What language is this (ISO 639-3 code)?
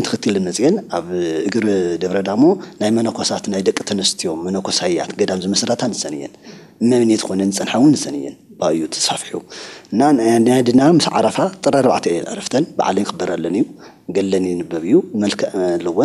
tir